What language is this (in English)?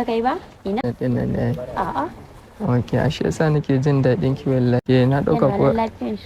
Hausa